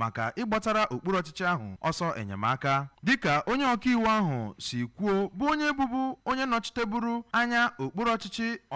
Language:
Igbo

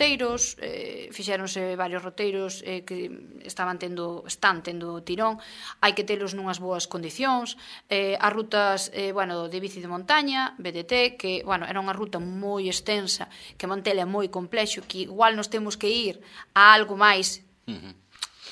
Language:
Galician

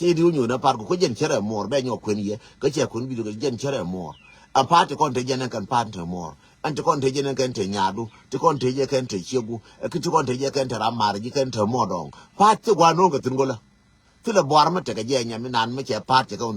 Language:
Nuer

